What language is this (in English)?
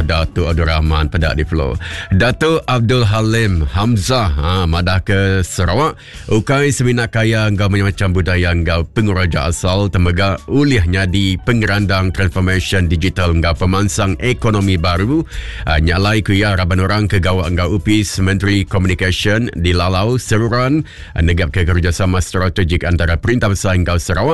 Iban